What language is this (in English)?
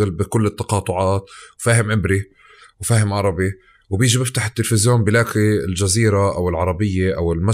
North Levantine Arabic